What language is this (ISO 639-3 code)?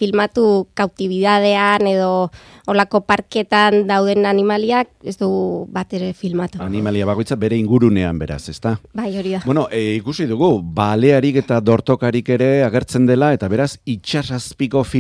eus